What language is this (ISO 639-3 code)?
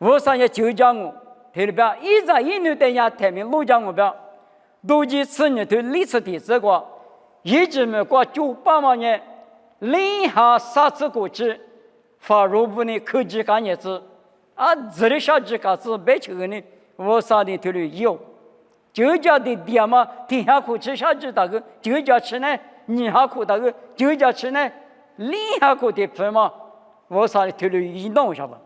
lis